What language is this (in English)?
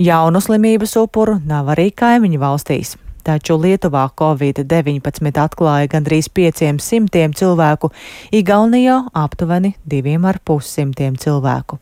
Latvian